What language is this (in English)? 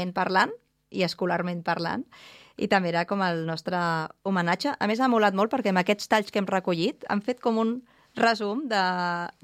Catalan